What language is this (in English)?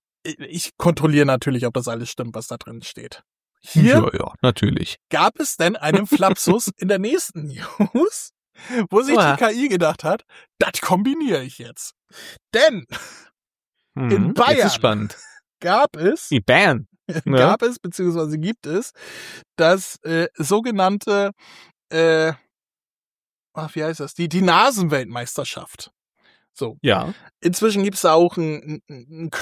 German